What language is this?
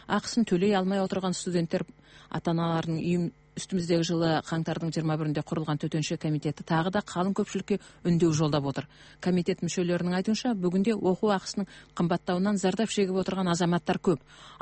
Kazakh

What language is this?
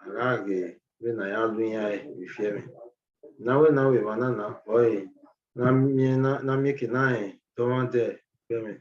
Bini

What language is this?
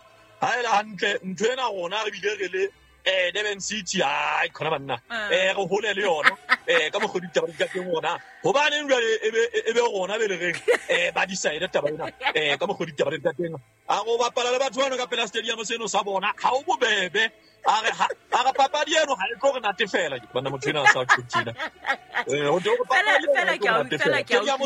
Southern Sotho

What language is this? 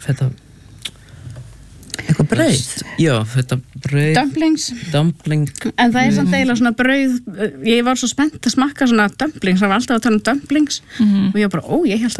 Icelandic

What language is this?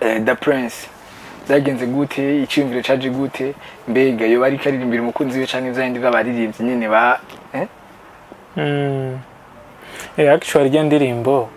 Rundi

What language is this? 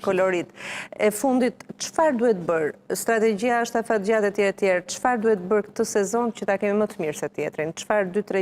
Albanian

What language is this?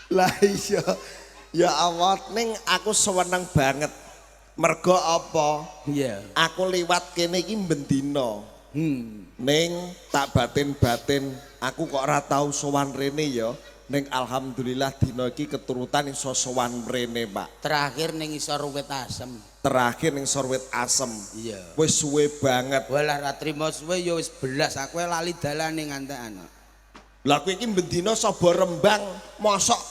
Javanese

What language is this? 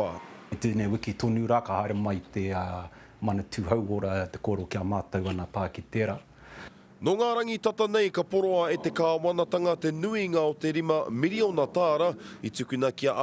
Māori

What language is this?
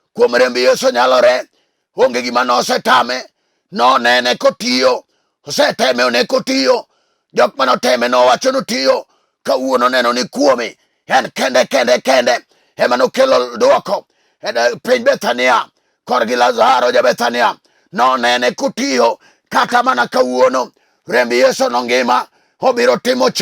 Luo (Kenya and Tanzania)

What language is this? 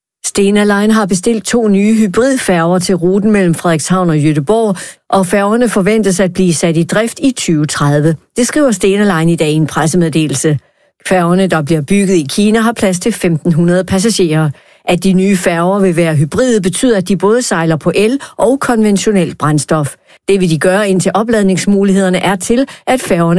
Danish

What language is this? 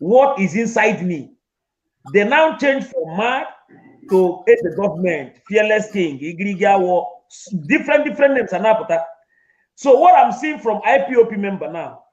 Igbo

